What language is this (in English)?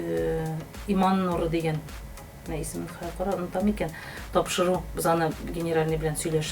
Tatar